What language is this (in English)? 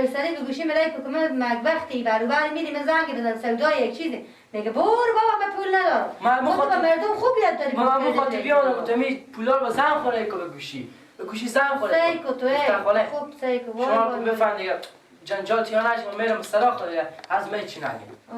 Persian